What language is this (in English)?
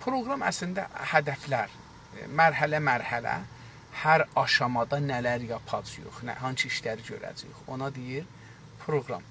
South Azerbaijani